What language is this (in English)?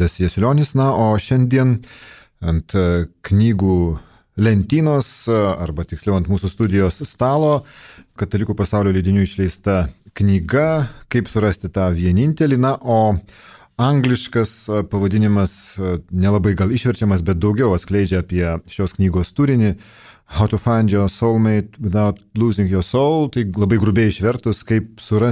Lithuanian